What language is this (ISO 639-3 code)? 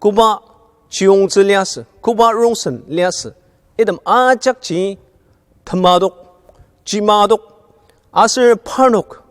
njo